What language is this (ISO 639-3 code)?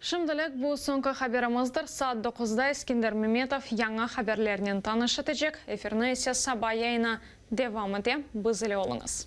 crh